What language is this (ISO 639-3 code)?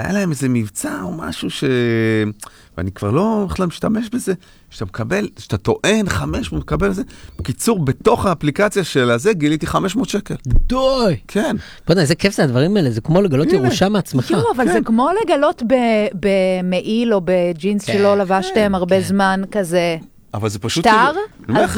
heb